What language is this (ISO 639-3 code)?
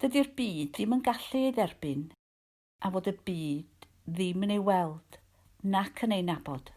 cym